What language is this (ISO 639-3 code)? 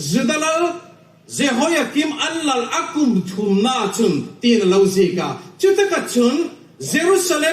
hmr